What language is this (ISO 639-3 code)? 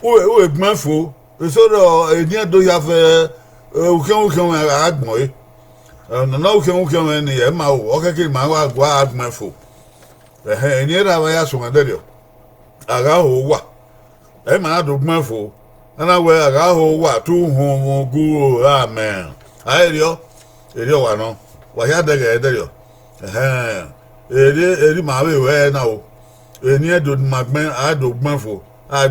bin